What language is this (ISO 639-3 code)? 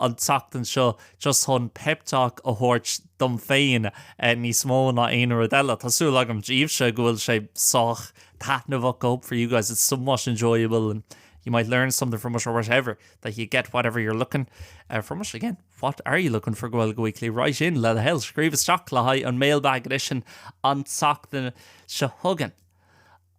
gle